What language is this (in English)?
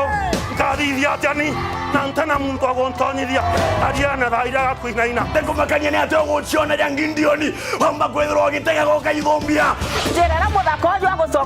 Meru